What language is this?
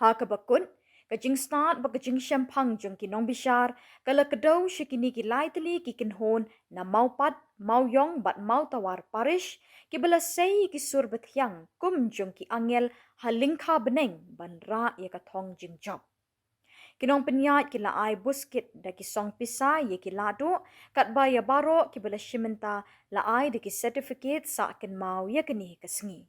Khasi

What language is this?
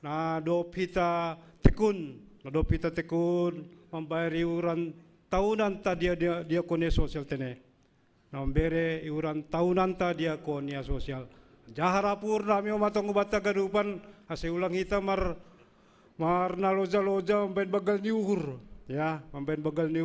Batak Simalungun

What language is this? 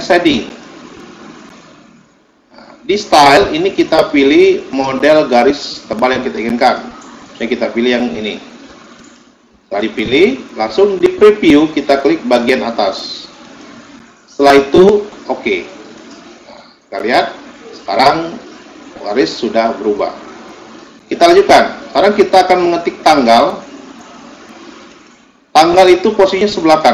Indonesian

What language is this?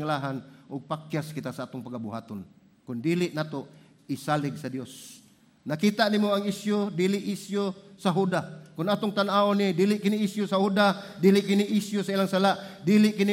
Cebuano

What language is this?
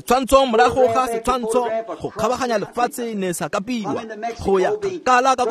Tswana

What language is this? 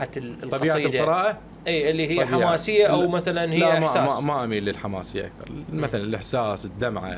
Mesopotamian Arabic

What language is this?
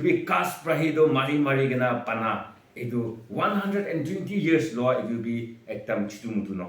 Naga Pidgin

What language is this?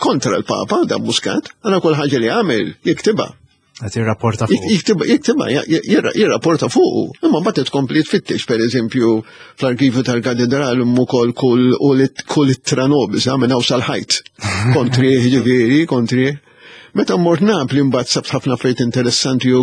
Maltese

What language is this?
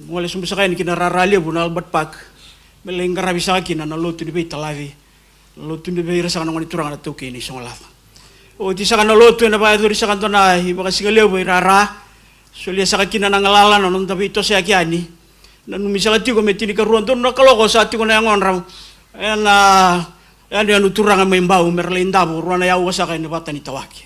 Fijian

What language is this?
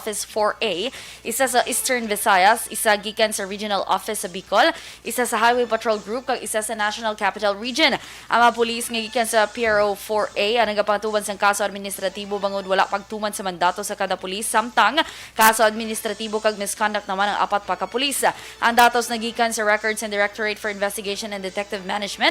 Hiligaynon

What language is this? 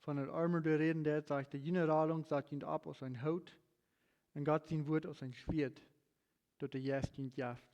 Plautdietsch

